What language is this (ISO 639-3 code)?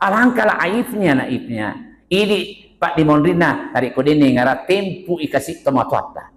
bug